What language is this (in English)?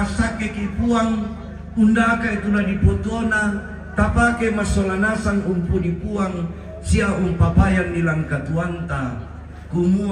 Toraja-Sa'dan